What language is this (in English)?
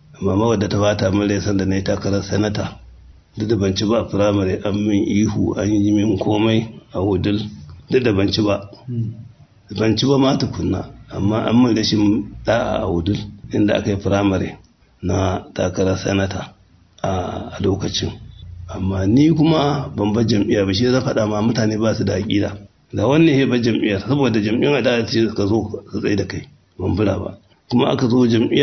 Hausa